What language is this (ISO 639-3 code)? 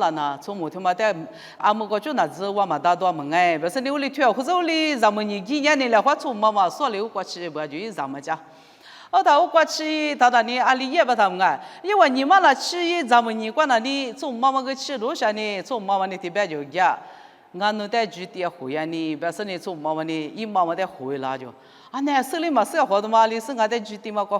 lis